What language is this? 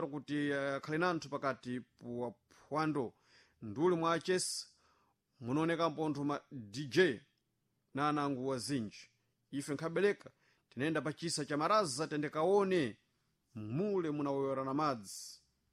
Sena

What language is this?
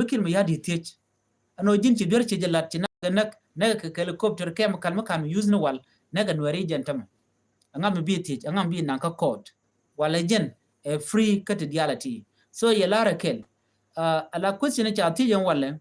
Nuer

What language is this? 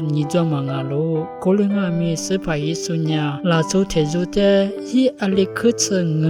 Lisu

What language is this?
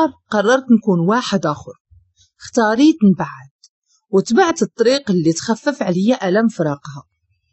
Moroccan Arabic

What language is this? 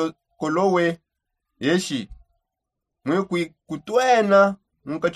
Songe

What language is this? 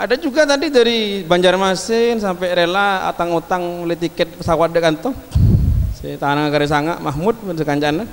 Madurese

